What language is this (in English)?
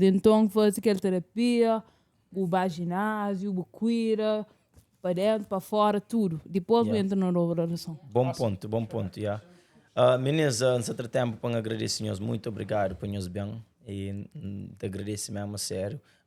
Kabuverdianu